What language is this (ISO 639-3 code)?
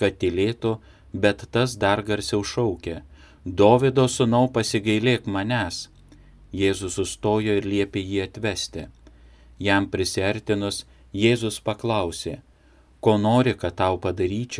lit